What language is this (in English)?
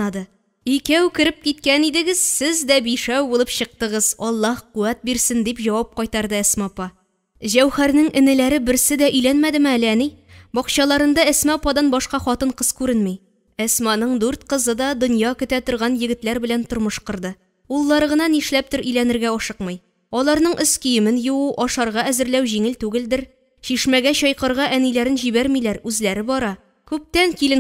Tatar